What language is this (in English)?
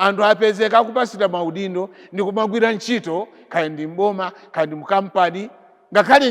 Nyanja